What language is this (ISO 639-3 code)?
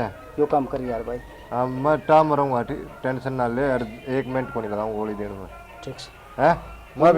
bgc